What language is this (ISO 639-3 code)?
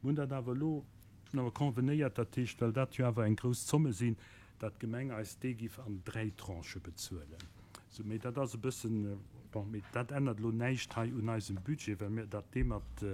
ltz